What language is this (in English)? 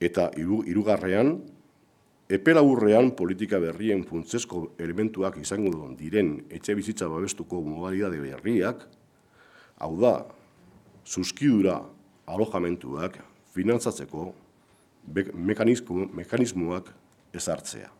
Basque